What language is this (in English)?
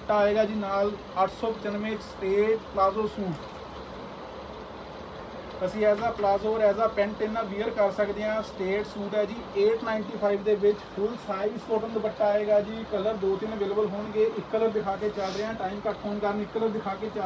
Punjabi